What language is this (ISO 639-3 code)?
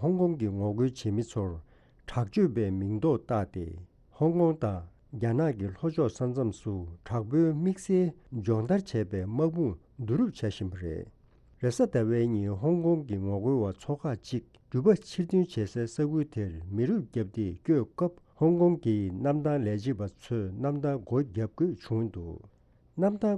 bod